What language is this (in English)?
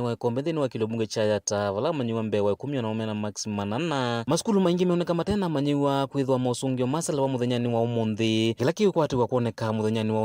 Kamba